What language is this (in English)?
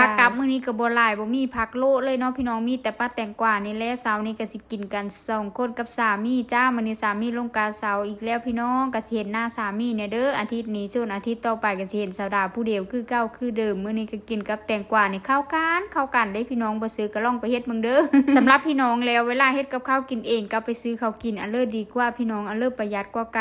Northeastern Thai